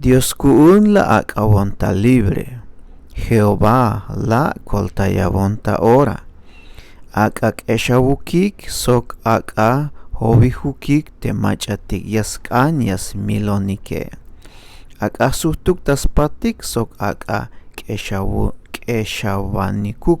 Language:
Tzeltal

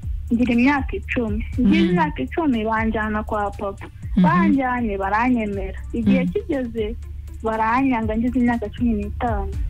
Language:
Kinyarwanda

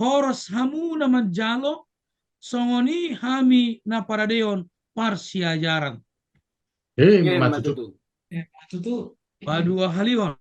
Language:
Batak Toba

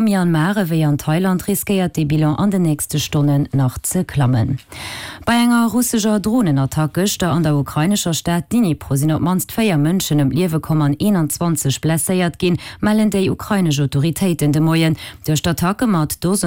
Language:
Luxembourgish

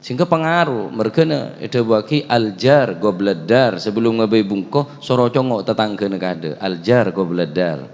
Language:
Madurese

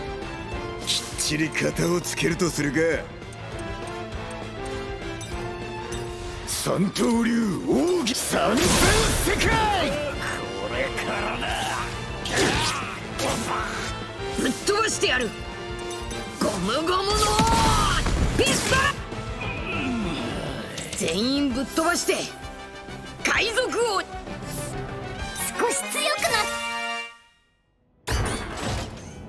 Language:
Japanese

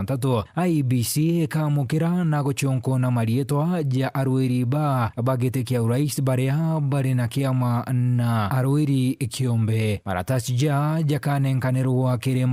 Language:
Meru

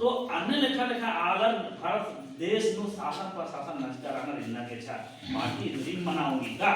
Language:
Kurukh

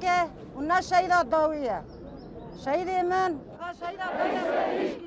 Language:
Kurdish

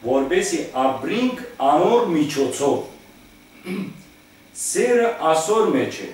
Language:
Western Armenian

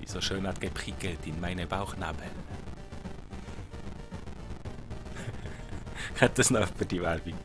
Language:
Swiss German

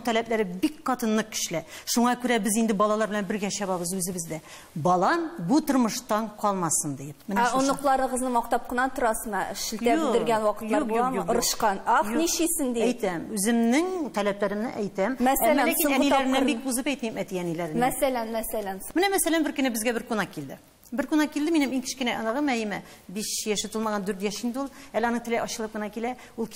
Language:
Tatar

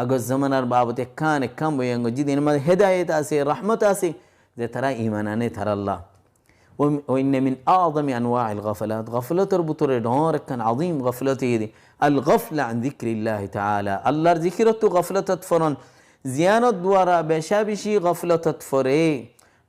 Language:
Rohingya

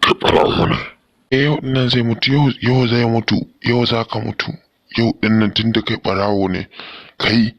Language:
Hausa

